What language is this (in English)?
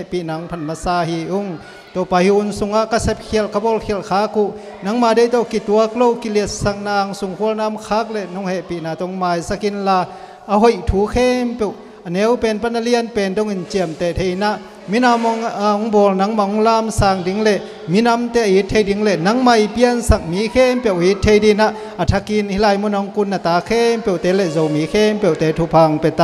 Tedim Chin